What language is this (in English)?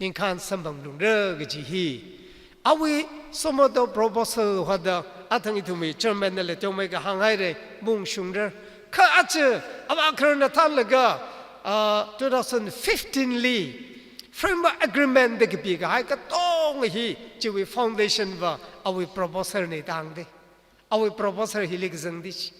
Tangkhul Naga (India)